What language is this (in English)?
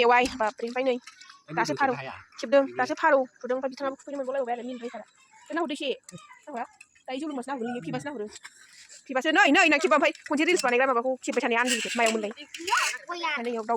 Bodo